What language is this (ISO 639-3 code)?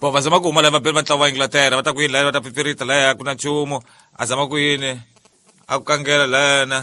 tso